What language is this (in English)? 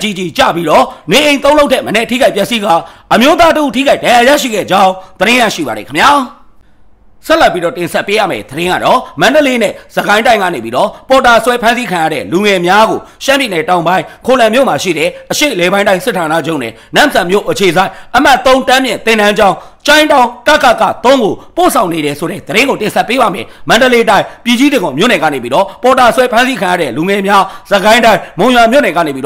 Burmese